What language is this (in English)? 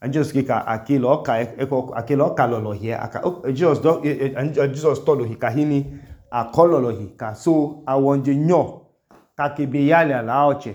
Idoma